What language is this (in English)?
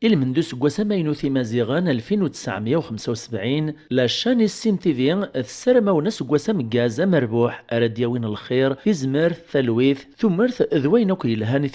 Kabyle